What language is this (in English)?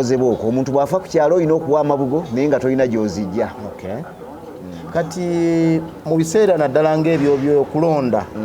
Ganda